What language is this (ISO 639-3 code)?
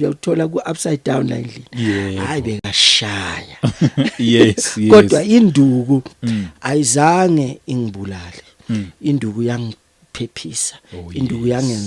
zul